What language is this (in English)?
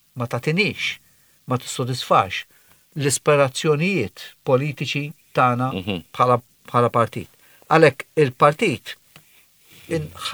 Maltese